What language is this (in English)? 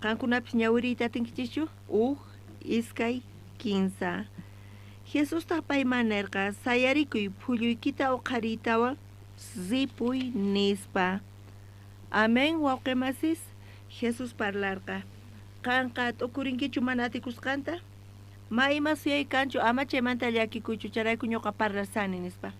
South Bolivian Quechua